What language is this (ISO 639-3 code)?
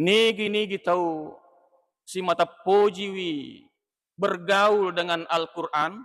bug